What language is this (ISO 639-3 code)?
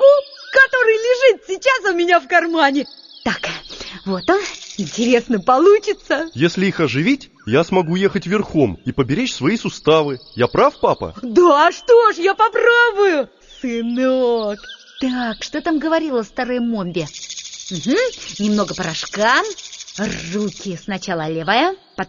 rus